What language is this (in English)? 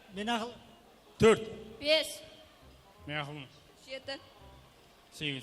Kara-Kalpak